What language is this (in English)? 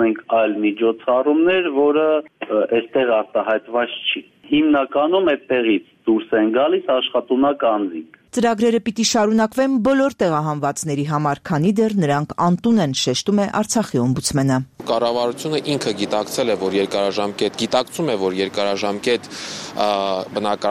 Armenian